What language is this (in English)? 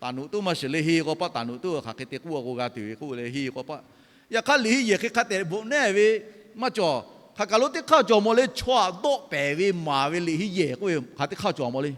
Lahu